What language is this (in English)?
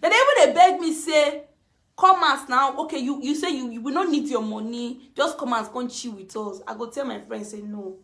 Nigerian Pidgin